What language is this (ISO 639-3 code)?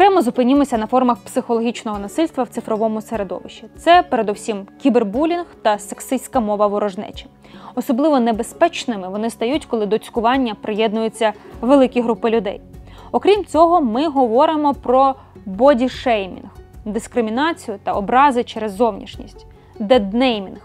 ukr